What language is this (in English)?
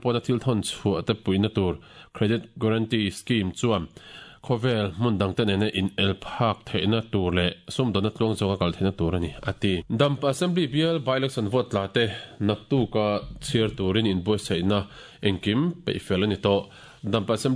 Mizo